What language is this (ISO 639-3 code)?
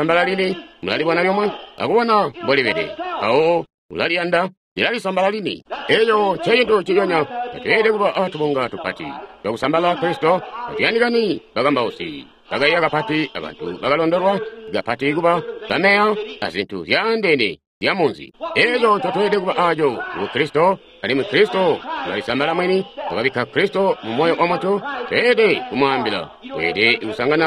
toi